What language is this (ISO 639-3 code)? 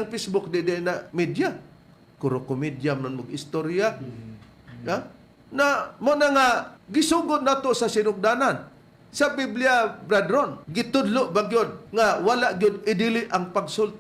ceb